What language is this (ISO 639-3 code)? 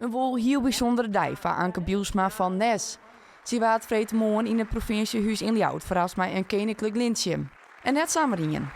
fry